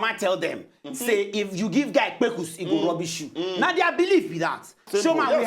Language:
Nigerian Pidgin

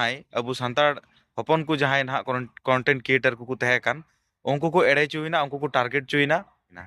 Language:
Santali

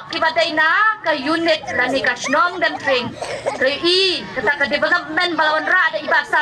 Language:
Khasi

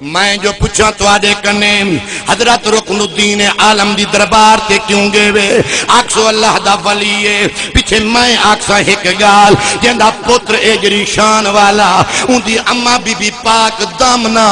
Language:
Saraiki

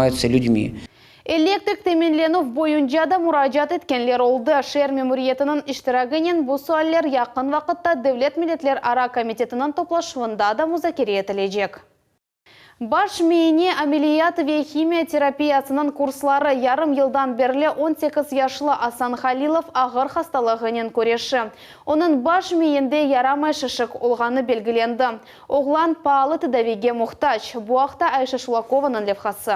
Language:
Crimean Tatar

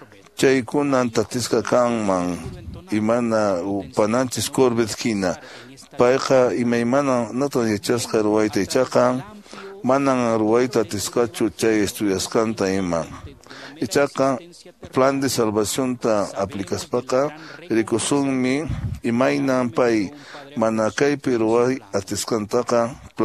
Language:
Quechua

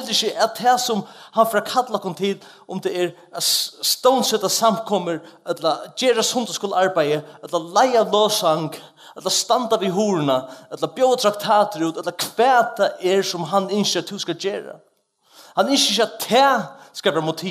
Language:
Faroese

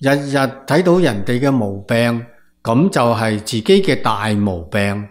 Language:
Cantonese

